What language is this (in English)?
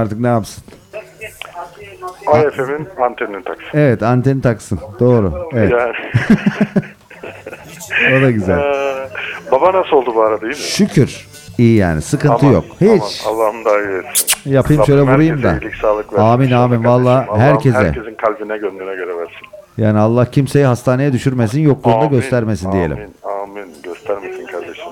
Turkish